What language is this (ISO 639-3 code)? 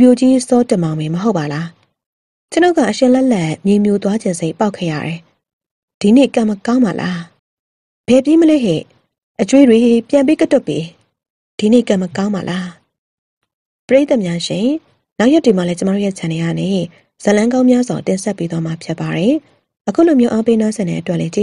mya